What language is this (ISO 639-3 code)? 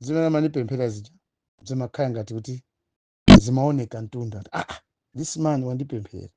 nya